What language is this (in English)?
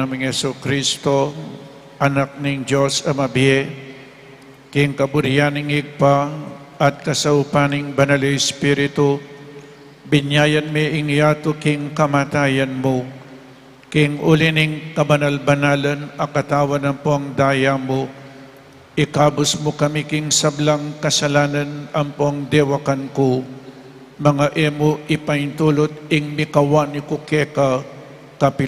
Pampanga